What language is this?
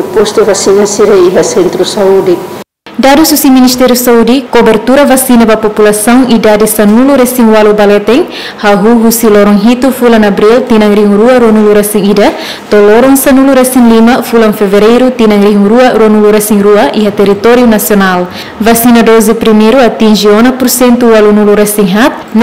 Tetum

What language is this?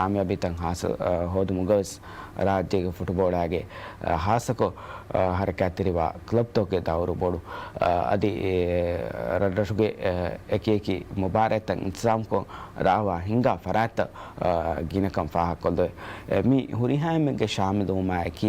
Divehi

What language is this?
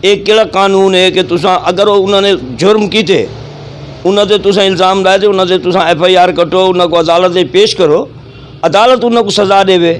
Saraiki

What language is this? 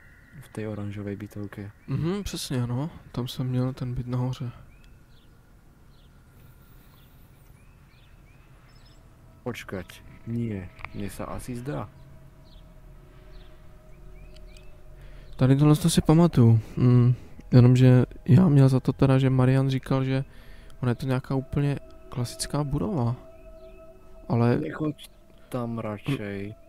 Czech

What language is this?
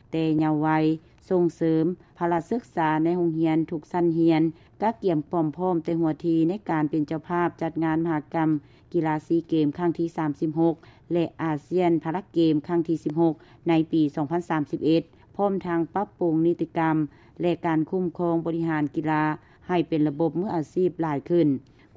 Lao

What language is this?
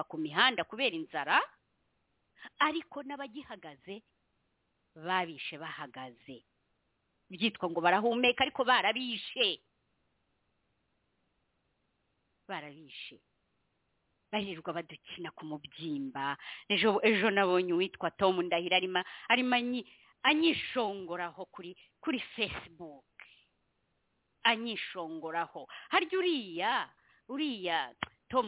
Kinyarwanda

